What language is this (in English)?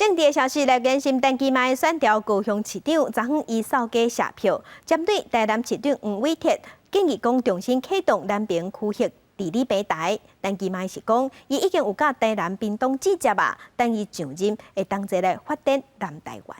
Min Nan Chinese